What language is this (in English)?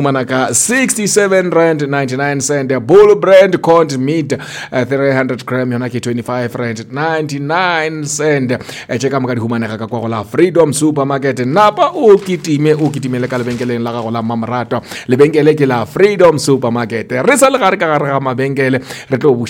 Northern Sotho